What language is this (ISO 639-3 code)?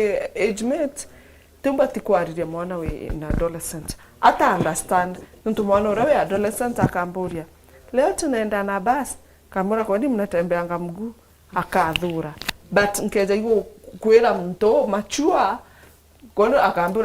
mer